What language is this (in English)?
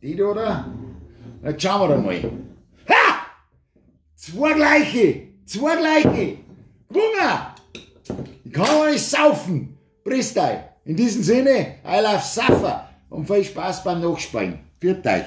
Bavarian